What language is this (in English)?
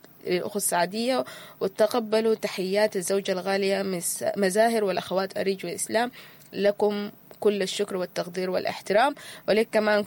Sudanese Arabic